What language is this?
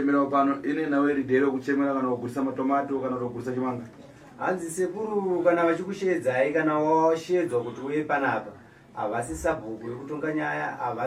Shona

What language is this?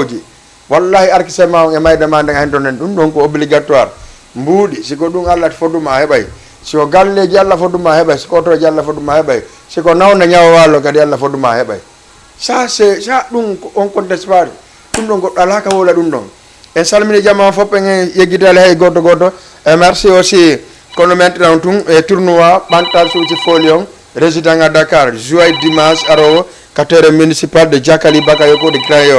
Fula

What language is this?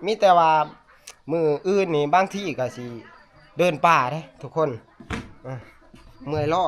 Northeastern Thai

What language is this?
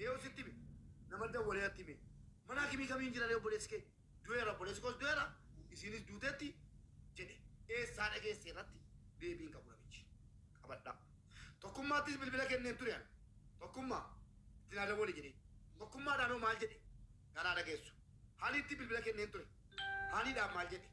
Oromo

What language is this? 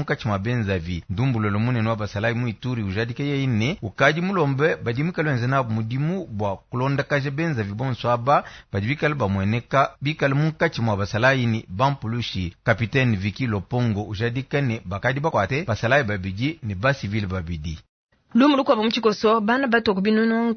Luba-Lulua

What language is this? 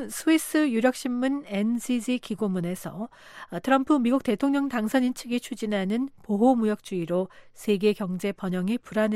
Korean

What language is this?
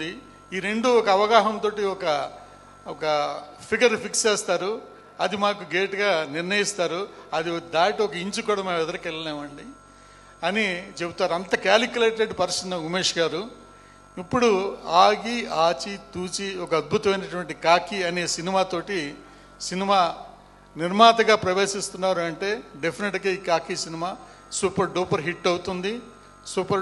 Telugu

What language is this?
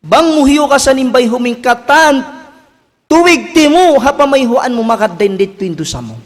Tausug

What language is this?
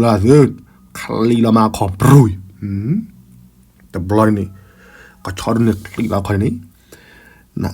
S'gaw Karen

